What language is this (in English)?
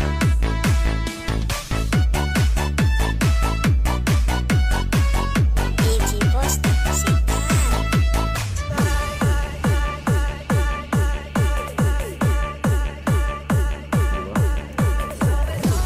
Filipino